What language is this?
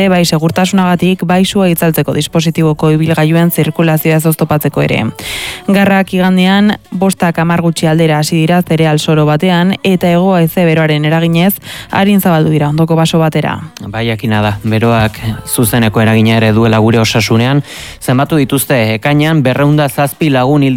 Basque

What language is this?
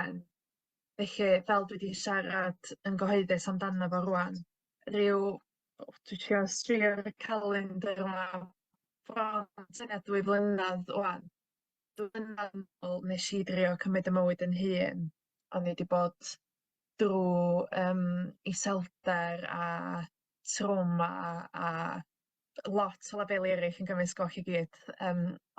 Welsh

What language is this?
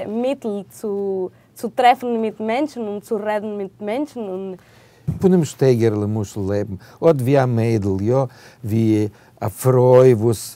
Yiddish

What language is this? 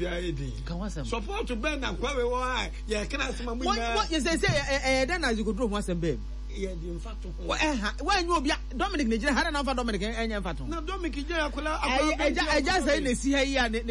Akan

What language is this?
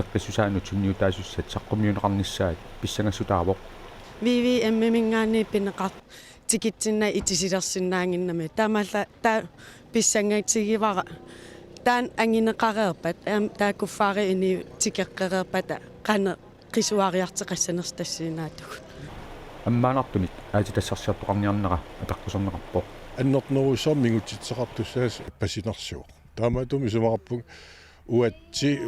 Kalaallisut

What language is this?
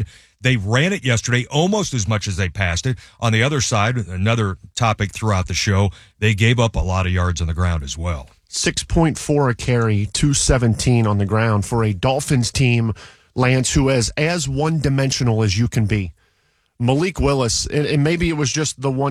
English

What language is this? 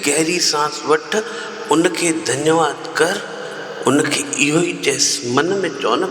Sindhi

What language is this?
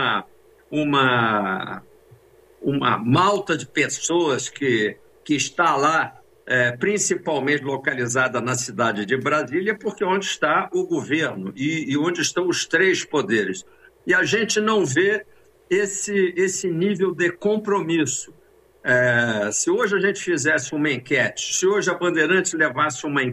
Portuguese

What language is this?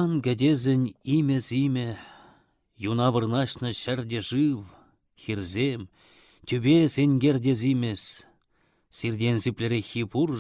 Chuvash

